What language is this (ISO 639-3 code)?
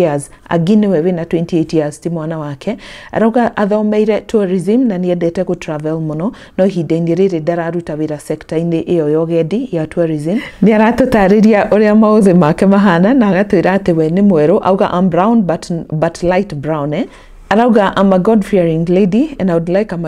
kik